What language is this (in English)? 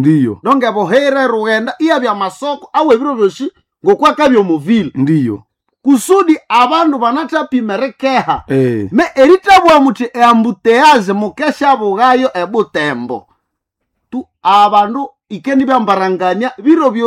Nande